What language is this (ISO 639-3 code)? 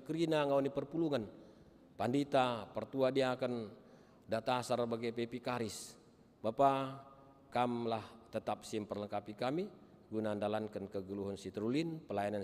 btx